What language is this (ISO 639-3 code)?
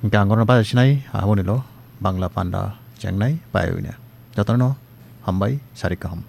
trp